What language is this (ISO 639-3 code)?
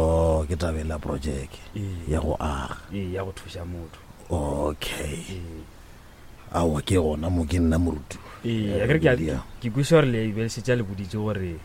nso